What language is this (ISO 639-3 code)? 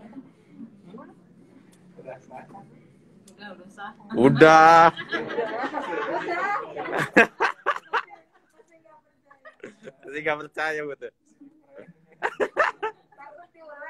ind